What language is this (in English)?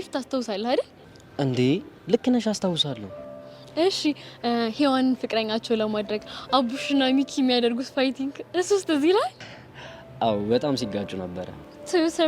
Amharic